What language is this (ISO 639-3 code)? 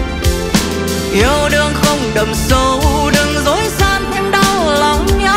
vie